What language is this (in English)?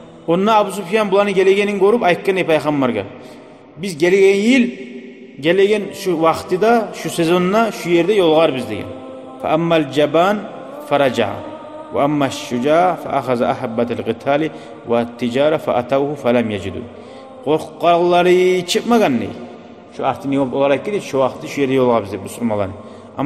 Kumyk